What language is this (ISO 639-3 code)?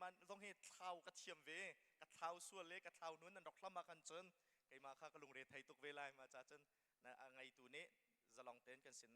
cnh